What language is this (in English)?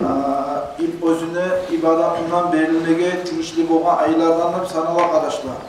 Kumyk